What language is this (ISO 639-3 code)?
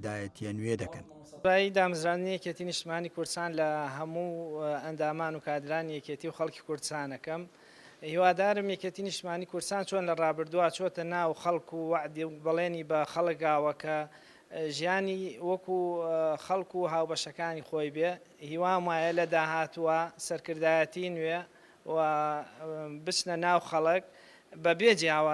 ckb